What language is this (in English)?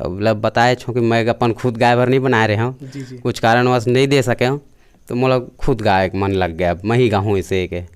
Chhattisgarhi